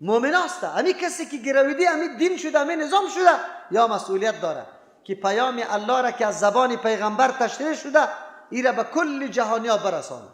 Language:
Persian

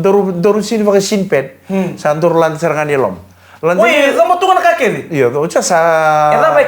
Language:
Fijian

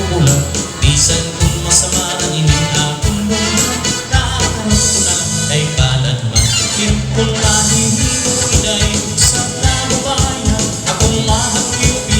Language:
Waray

